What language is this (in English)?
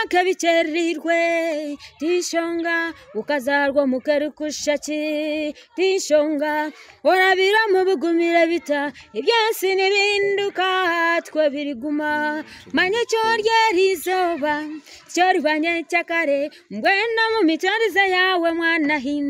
Nyankole